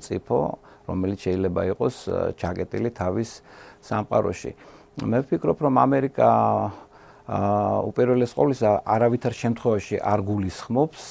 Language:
Georgian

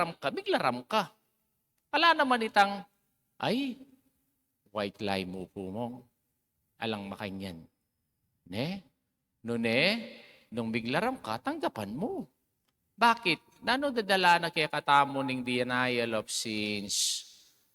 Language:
Pampanga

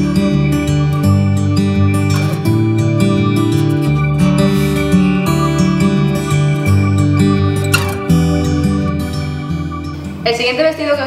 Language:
Spanish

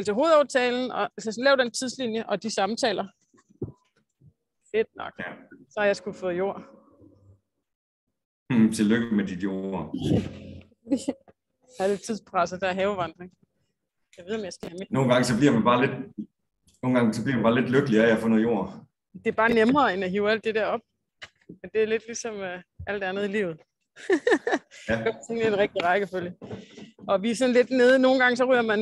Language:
Danish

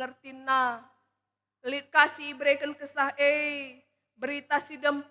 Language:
Batak Karo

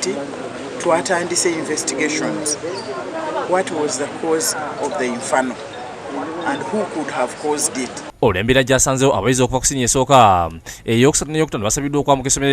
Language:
Ganda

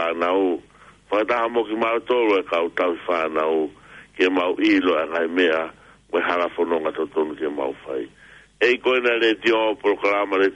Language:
Tongan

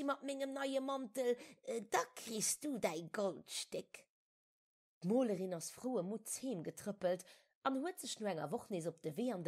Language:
Luxembourgish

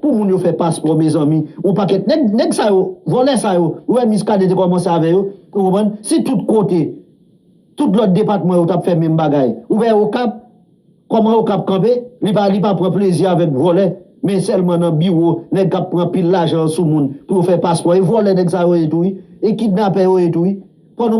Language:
Haitian Creole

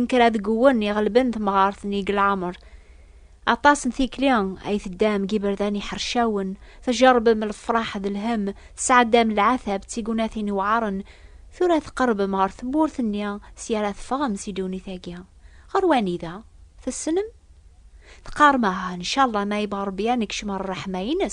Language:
Kabyle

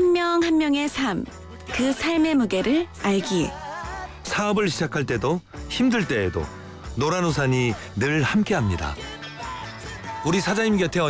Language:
Korean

